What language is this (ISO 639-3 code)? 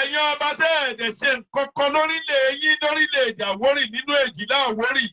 yor